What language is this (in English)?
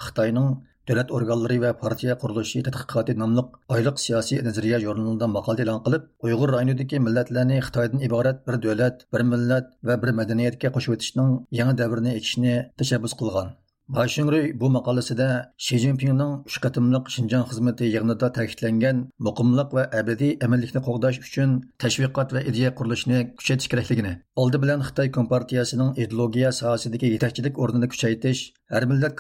Uyghur